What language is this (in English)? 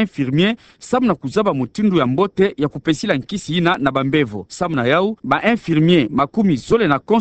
Kituba (Democratic Republic of Congo)